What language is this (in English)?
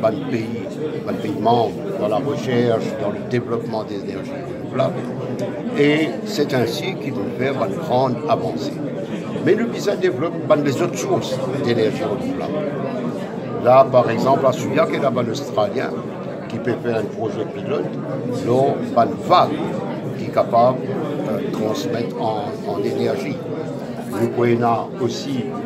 Morisyen